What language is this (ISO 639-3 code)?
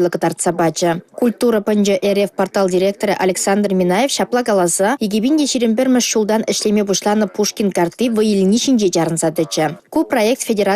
chv